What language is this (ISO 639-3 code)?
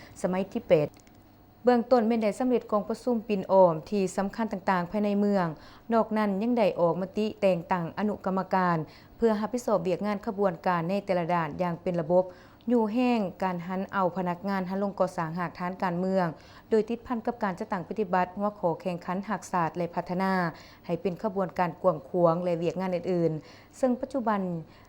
lao